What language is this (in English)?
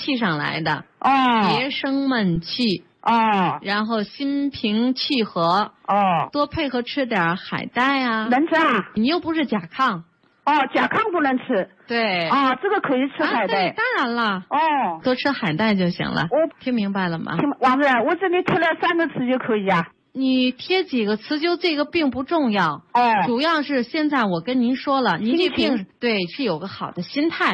Chinese